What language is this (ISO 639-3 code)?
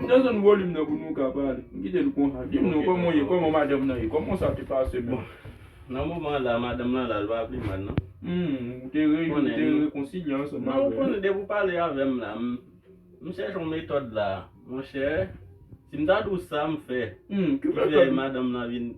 hat